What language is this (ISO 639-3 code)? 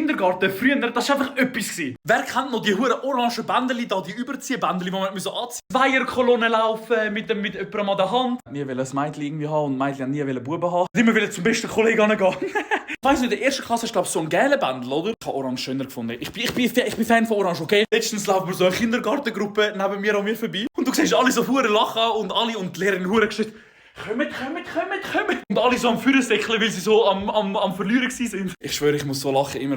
gsw